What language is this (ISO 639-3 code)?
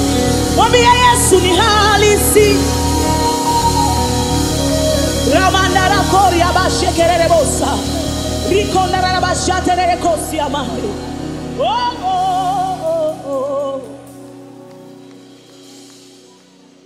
swa